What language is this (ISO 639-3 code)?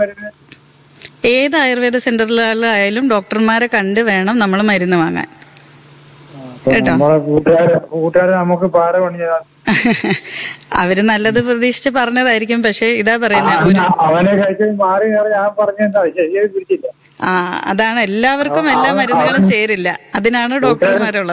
mal